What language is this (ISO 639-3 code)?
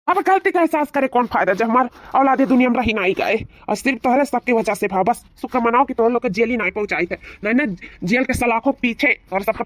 awa